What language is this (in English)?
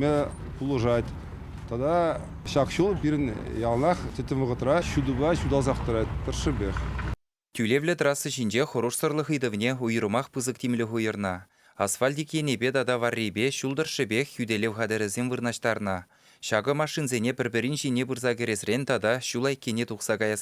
Chuvash